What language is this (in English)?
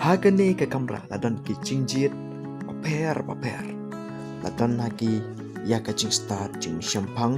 Khasi